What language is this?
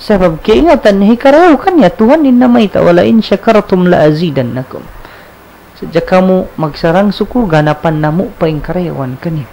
Tausug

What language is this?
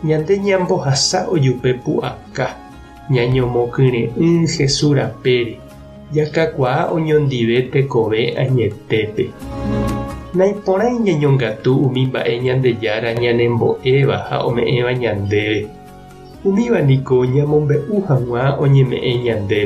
Guarani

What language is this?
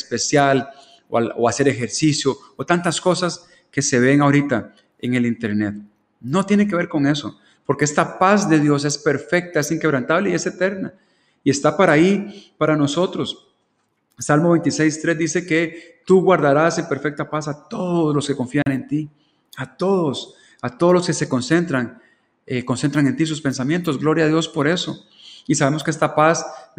Spanish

